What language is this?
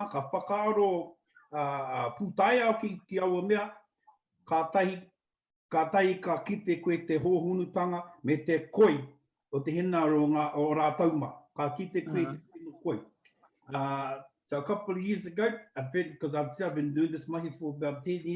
Māori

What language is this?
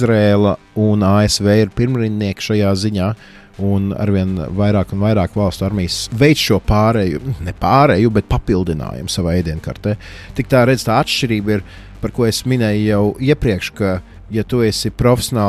Latvian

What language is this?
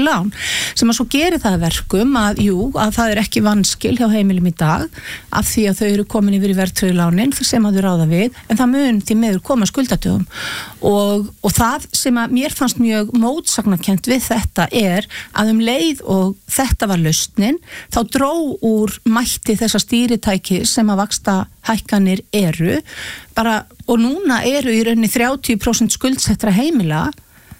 Icelandic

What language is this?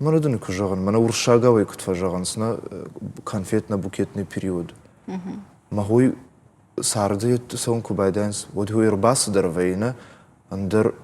Ossetic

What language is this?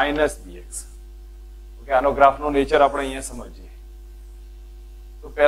Gujarati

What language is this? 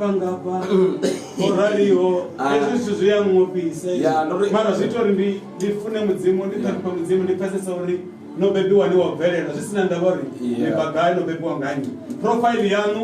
Venda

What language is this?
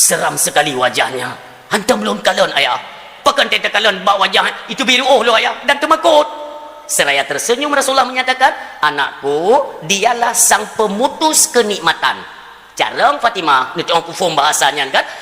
Achinese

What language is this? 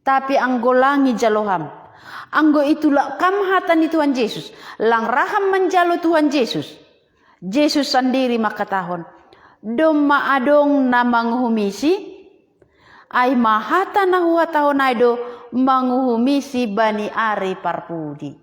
Batak Simalungun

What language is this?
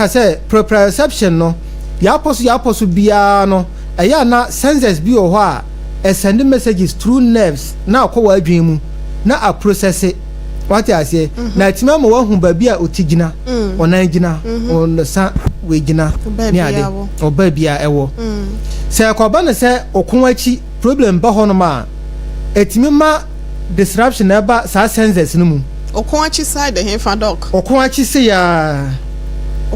Akan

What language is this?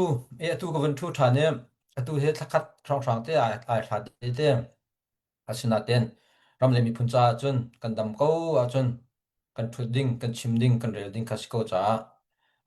Hakha Chin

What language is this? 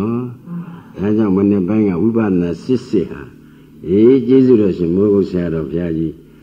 Burmese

